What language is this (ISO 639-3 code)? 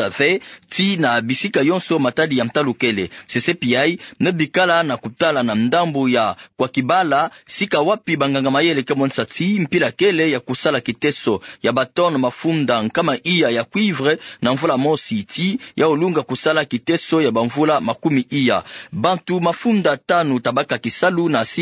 ktu